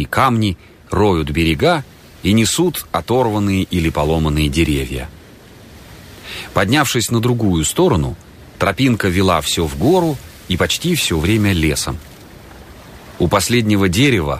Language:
Russian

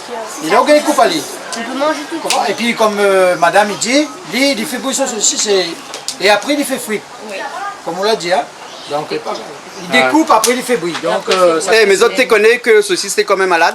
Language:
Réunion Creole French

